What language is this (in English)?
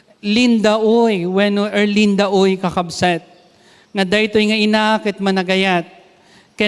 Iloko